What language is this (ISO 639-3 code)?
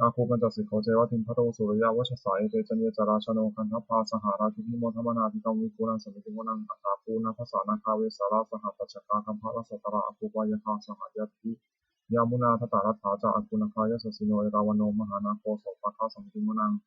pli